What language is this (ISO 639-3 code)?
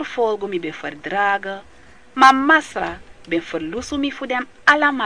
srn